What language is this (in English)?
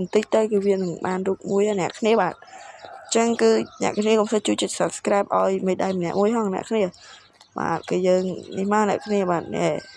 Khmer